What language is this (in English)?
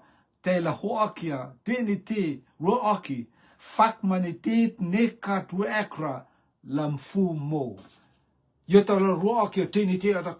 Rotuman